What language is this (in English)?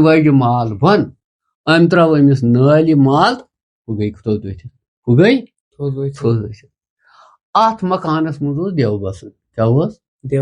Kashmiri